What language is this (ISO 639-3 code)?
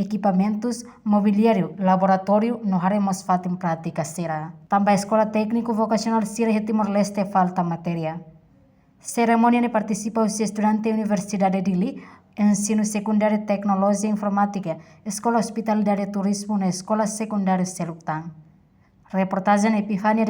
tet